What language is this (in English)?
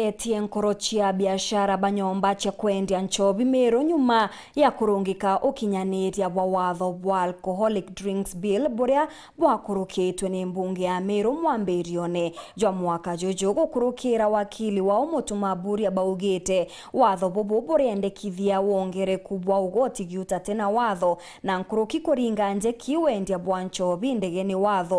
Meru